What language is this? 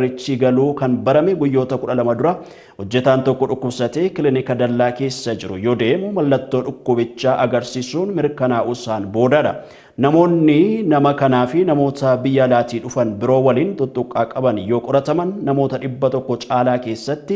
Oromo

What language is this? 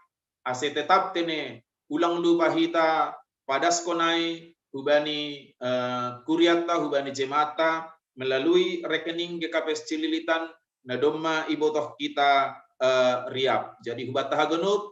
Batak Simalungun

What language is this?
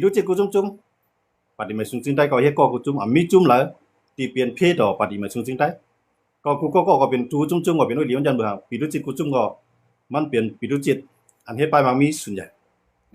Shan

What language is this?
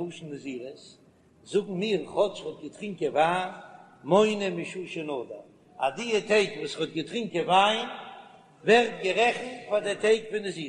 Yiddish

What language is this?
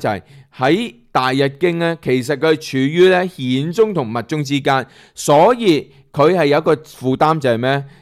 Cantonese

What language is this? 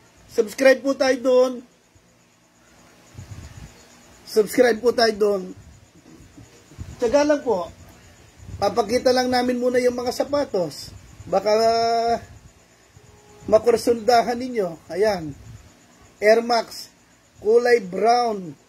Filipino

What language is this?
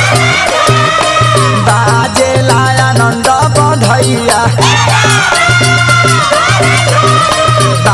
Bhojpuri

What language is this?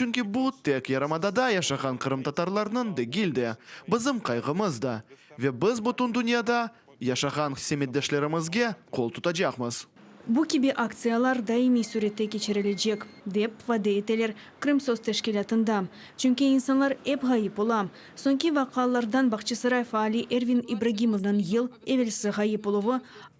Crimean Tatar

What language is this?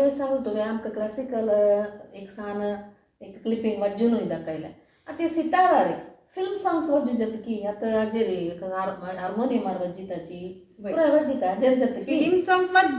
Konkani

